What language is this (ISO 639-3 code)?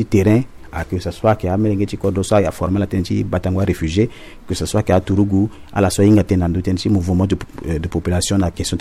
sag